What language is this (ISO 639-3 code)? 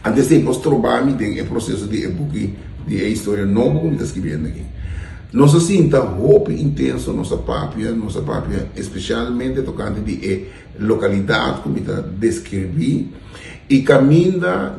pap